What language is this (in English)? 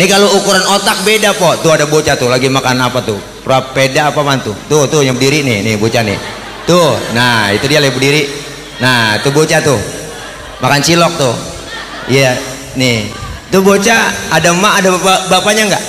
Betawi